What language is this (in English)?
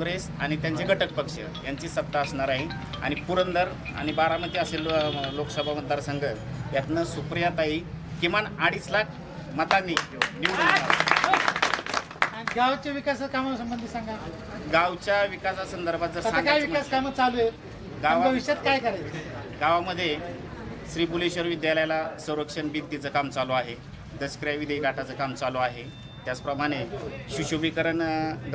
Marathi